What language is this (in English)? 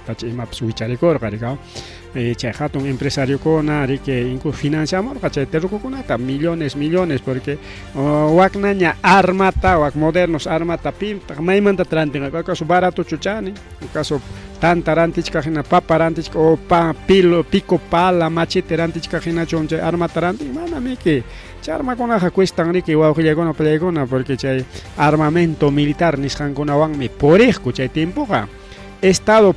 Ayacucho Quechua